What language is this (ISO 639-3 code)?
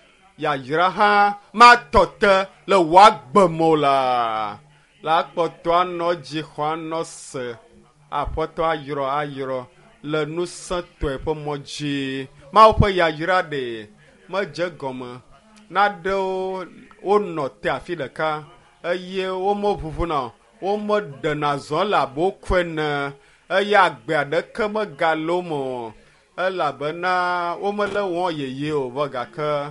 ewe